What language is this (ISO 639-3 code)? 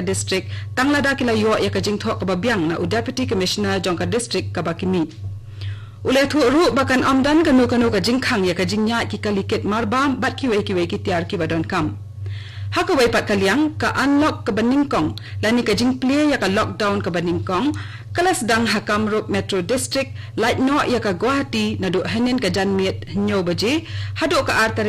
kha